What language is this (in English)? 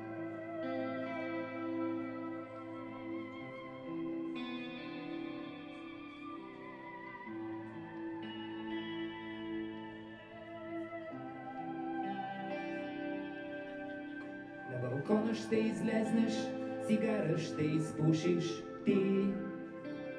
Bulgarian